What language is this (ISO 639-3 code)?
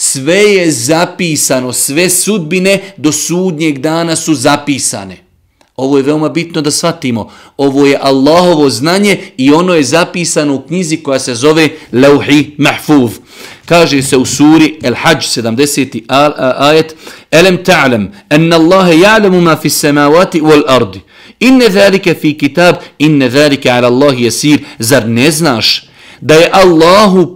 bos